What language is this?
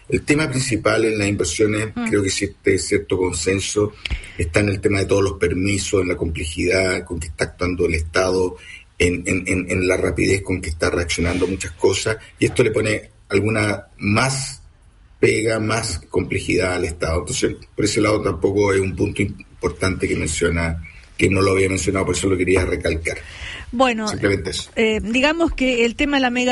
Spanish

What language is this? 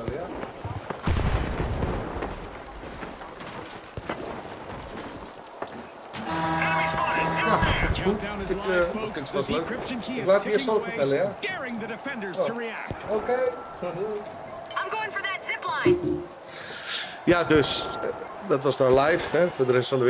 Dutch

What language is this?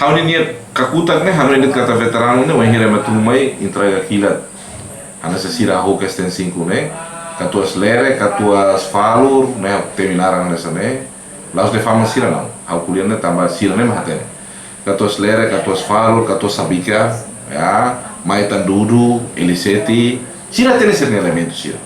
Tetum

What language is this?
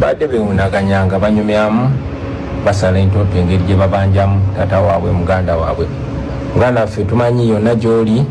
Ganda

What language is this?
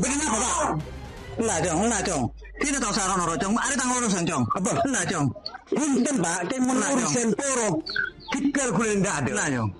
Madurese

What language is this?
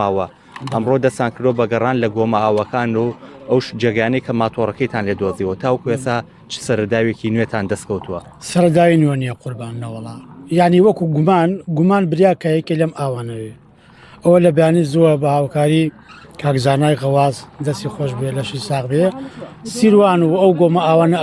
Central Kurdish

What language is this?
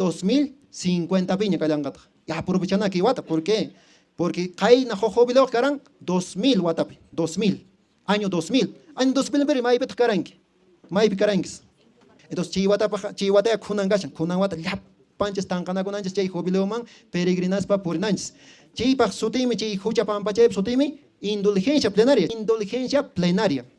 Quechua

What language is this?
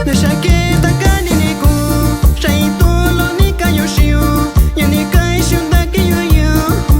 Metlatónoc Mixtec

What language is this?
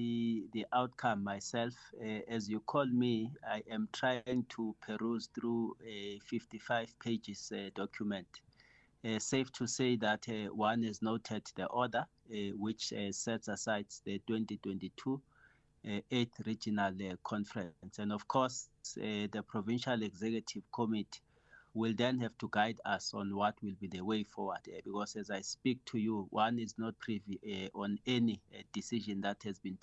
English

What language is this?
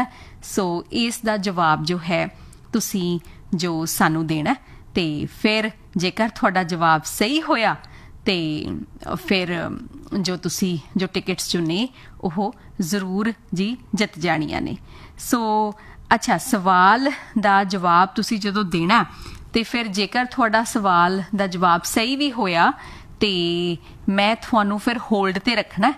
Punjabi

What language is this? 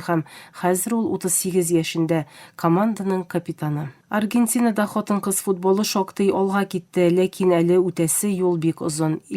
Tatar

